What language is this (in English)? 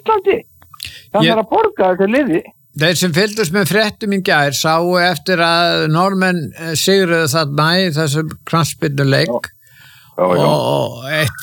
Icelandic